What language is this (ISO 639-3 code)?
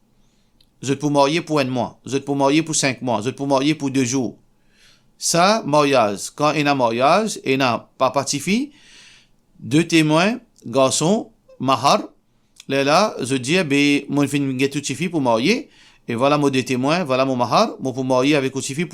mfe